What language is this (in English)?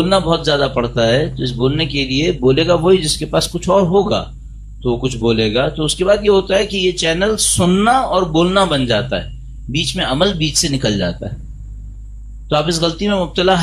Urdu